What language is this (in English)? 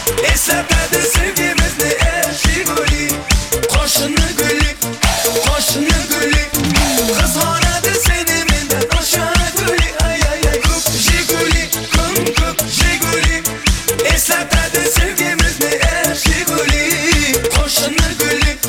Turkmen